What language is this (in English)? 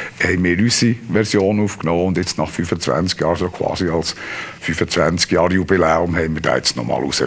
Swiss German